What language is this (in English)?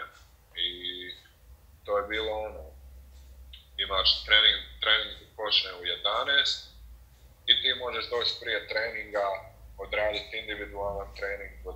Croatian